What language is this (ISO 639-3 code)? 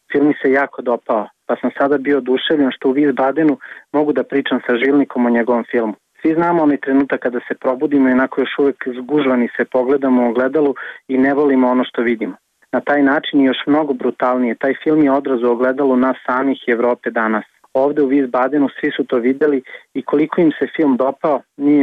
srp